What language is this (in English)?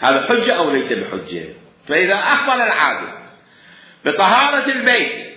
Mesopotamian Arabic